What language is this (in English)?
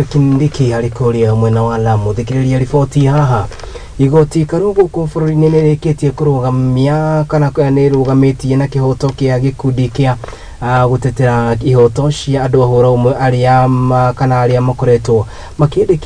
Kikuyu